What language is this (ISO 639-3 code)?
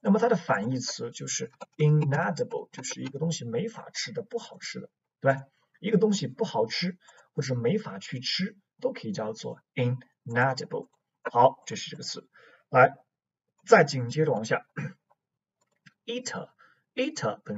zho